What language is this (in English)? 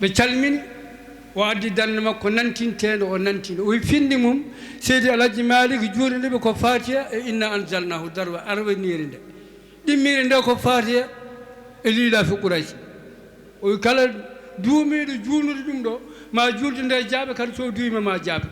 Fula